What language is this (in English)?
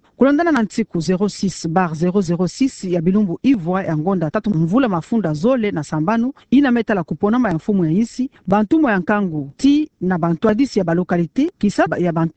Kituba (Democratic Republic of Congo)